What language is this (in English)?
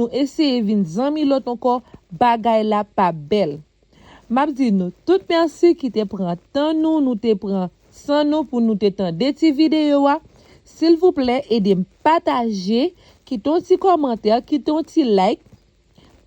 Haitian Creole